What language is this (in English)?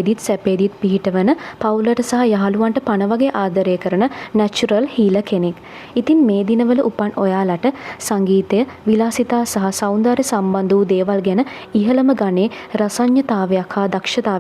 Sinhala